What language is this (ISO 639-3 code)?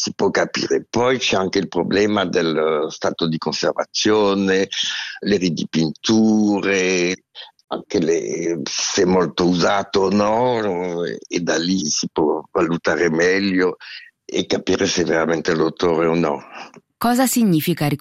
ita